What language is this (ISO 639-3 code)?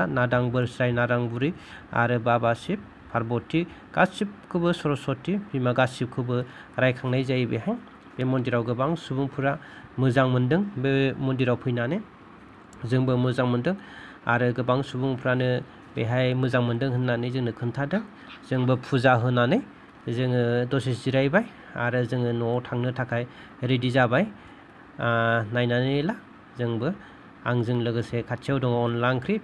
brx